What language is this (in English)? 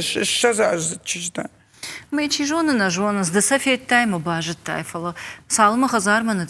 Ossetic